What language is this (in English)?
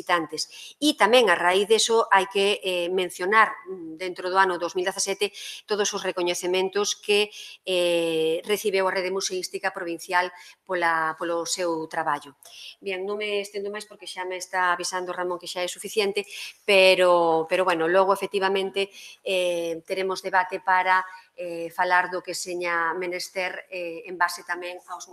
Galician